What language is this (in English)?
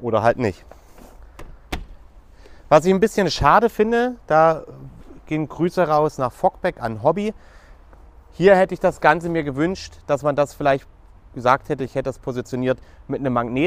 German